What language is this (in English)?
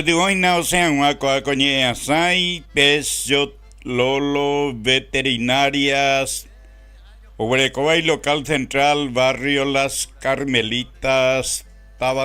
Guarani